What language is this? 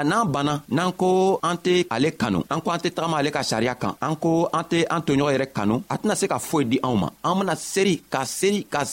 Bambara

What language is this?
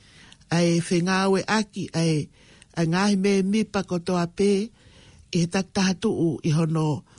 Tongan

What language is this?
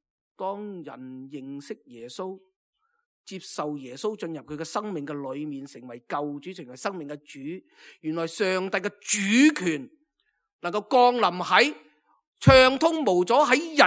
Cantonese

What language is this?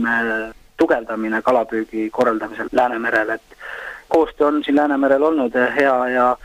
Estonian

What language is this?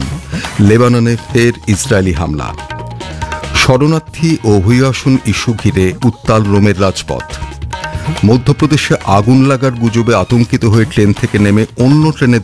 Bangla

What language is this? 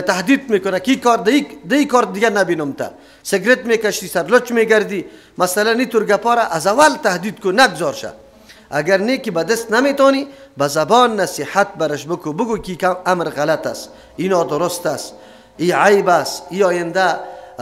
Persian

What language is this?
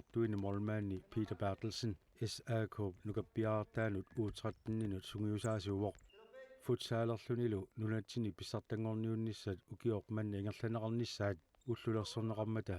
Kalaallisut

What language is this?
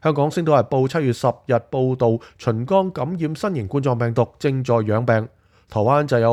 Cantonese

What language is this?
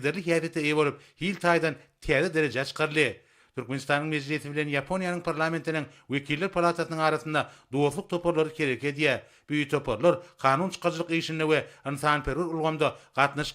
Turkmen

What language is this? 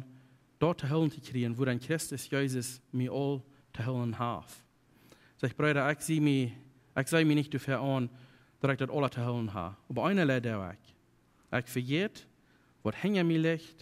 Plautdietsch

